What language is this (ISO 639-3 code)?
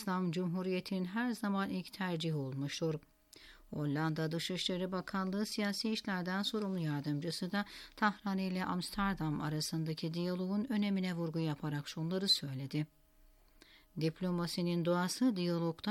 tur